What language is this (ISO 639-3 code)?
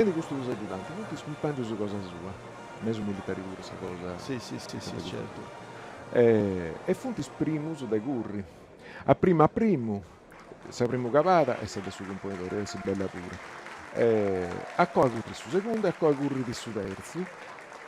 srd